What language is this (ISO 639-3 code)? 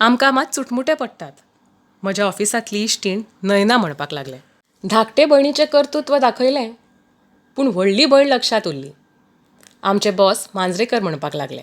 kok